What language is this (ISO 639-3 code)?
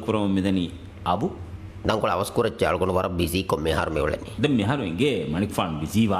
div